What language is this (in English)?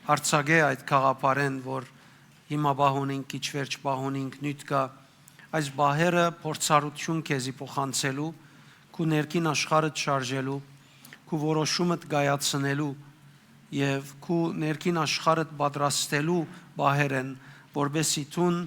Western Armenian